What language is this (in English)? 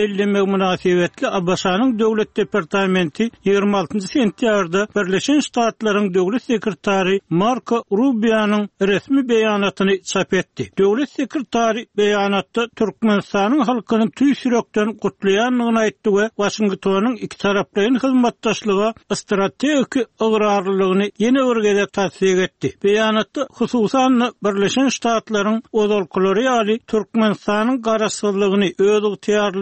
Turkmen